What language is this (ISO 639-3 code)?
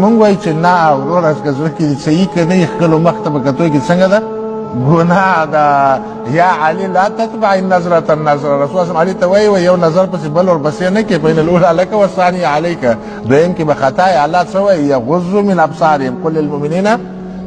pus